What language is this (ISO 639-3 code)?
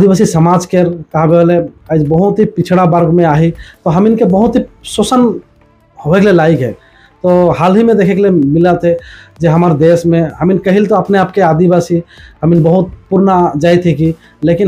sck